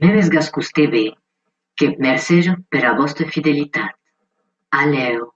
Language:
Occitan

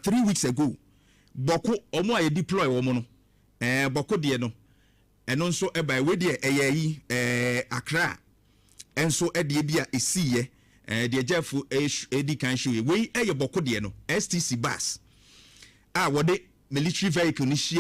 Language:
Akan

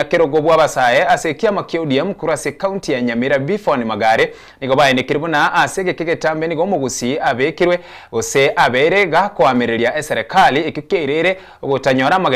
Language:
Gusii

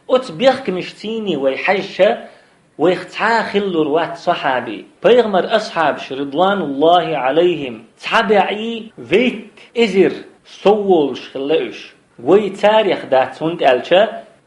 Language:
Chechen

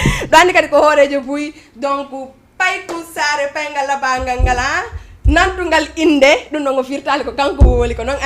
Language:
Fula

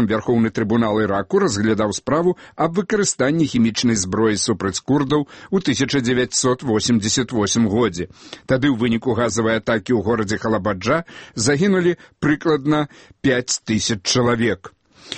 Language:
Belarusian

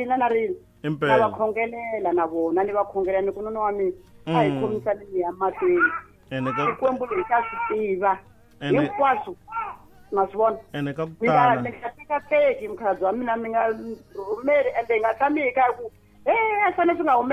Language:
Tsonga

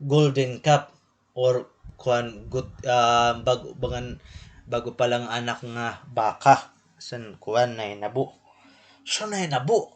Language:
Waray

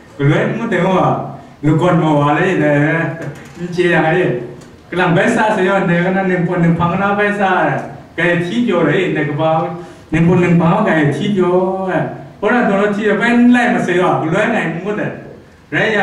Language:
Kachin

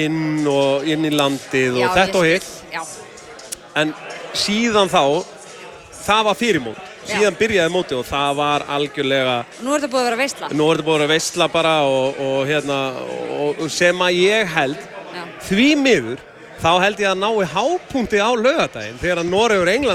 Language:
Icelandic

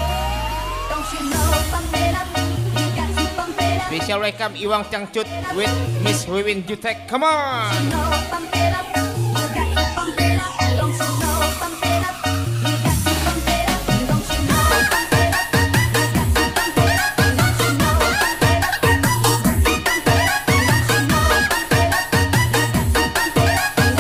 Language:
Indonesian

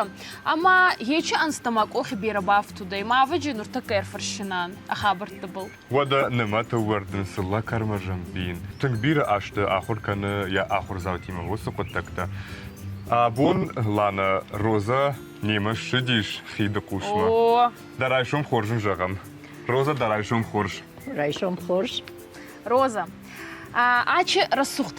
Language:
Ossetic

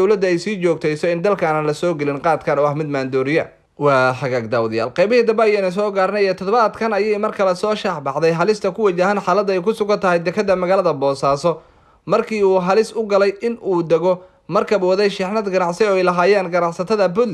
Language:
Somali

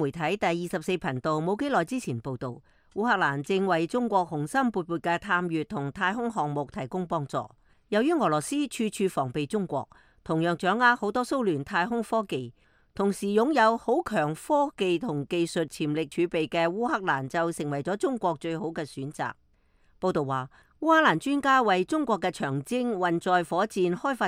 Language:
Cantonese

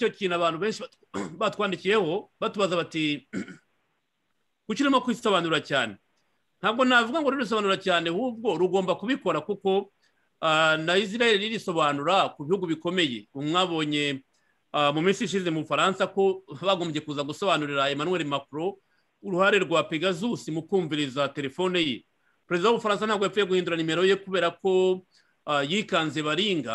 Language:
Kinyarwanda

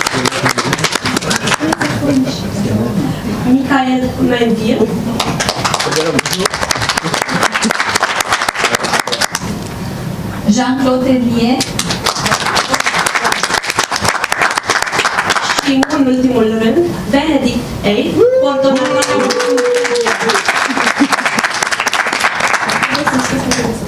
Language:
Romanian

